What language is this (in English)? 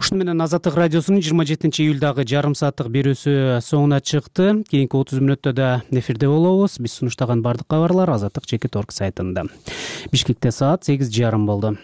Kyrgyz